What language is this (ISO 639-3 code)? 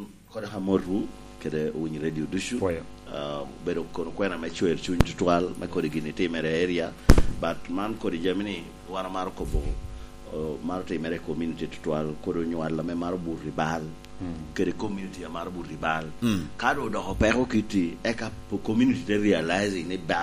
laj